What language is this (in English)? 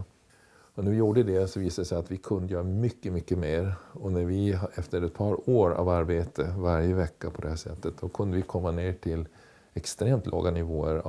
Swedish